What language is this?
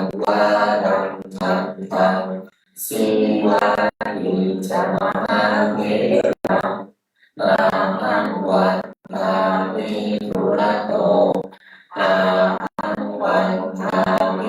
Pali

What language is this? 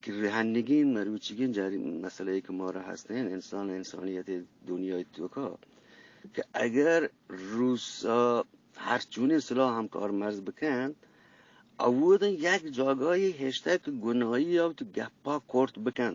Eastern Balochi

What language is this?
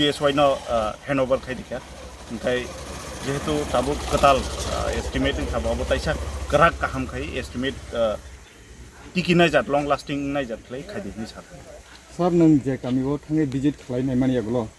Kok Borok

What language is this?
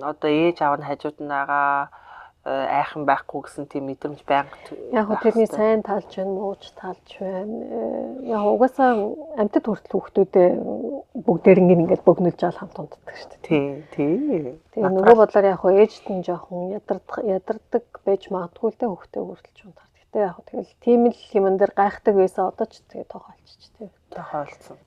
Mongolian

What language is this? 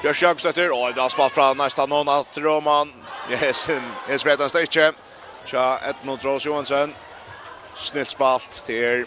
Faroese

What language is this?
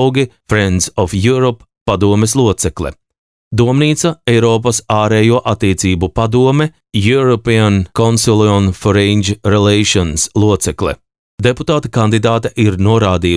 Latvian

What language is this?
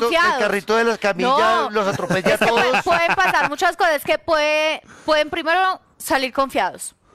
Spanish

